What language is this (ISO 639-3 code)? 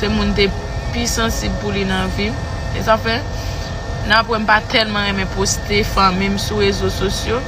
hat